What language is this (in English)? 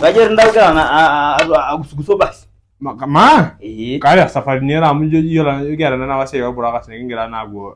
Masai